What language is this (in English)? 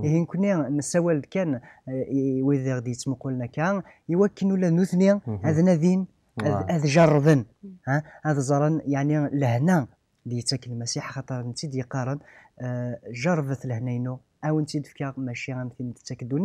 Kabyle